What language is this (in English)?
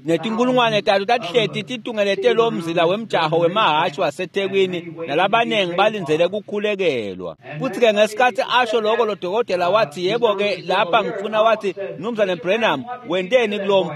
Swati